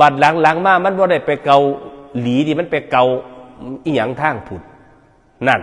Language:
Northeastern Thai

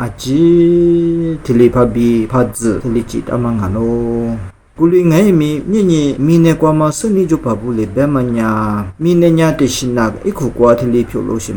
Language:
Lisu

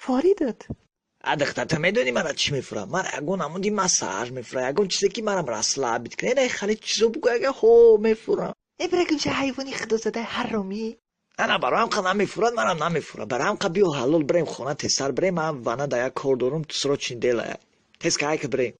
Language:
Tajik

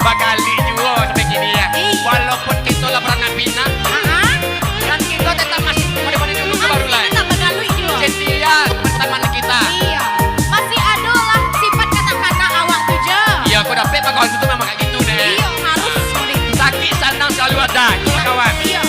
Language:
Minangkabau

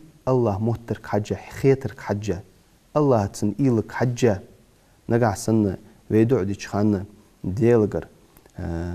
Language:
Ingush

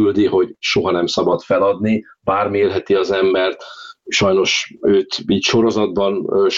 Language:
Hungarian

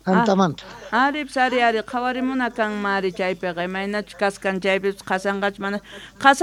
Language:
Quechua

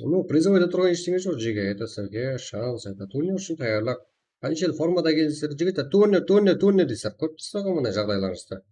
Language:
Kara-Kalpak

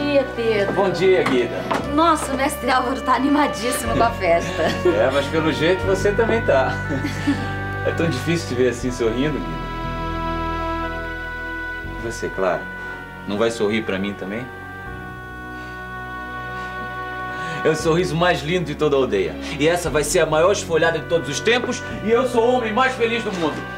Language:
Portuguese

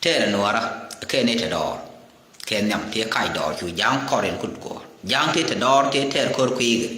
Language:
Nuer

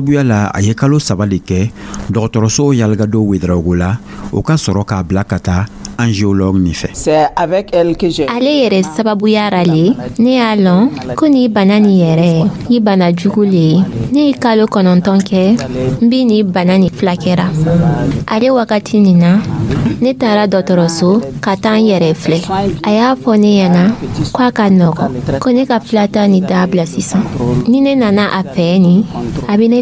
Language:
Dyula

